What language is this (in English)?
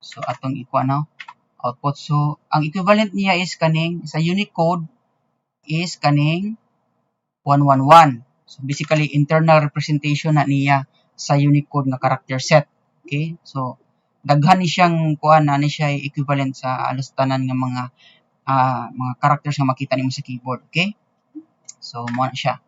Cebuano